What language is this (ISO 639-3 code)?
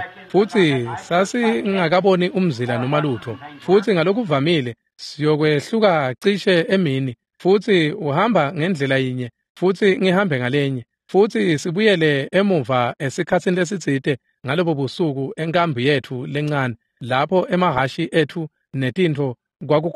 ssw